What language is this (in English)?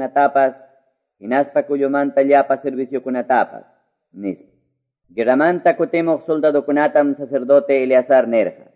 Quechua